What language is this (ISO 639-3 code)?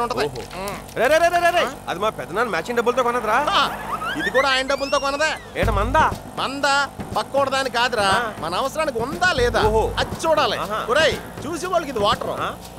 tel